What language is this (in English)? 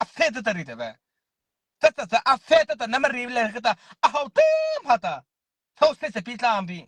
Mara Chin